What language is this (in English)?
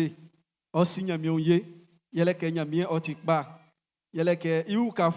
Baoulé